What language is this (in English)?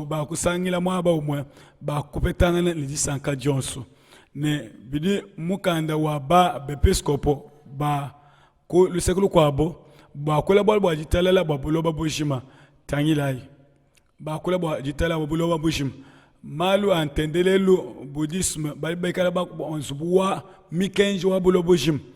Luba-Lulua